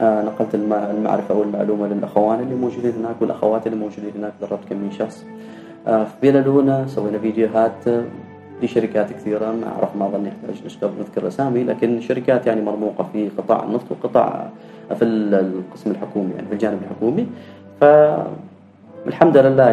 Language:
Gulf Arabic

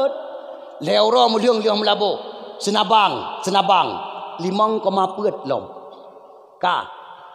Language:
Achinese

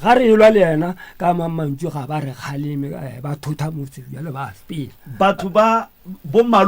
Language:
Northern Sotho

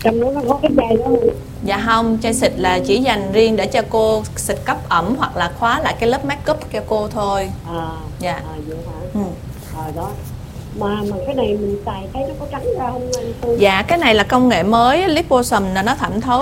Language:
Vietnamese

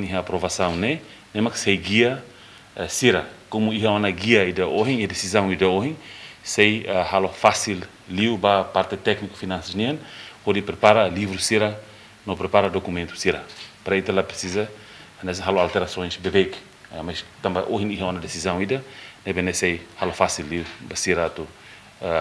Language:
Tetum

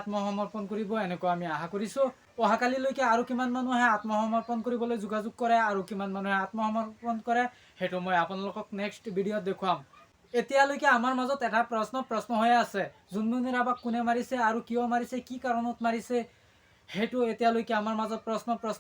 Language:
Assamese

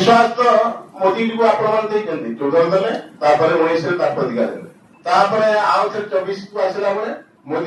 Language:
Odia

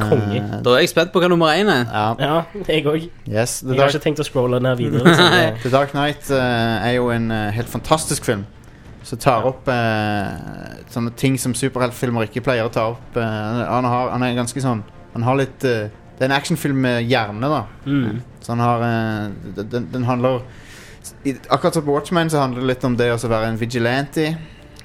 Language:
Norwegian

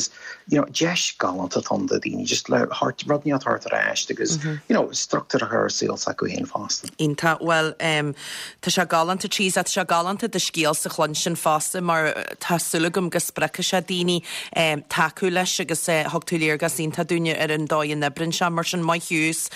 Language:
Irish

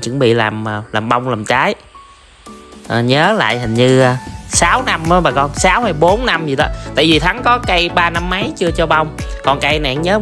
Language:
Vietnamese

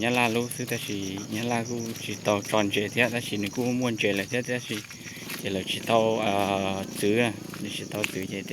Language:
Hmong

